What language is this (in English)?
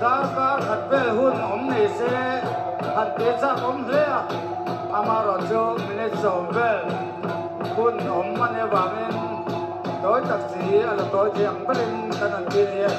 Mizo